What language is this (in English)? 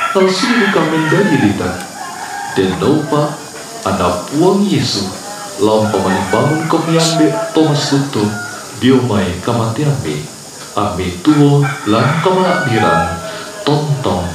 Toraja-Sa'dan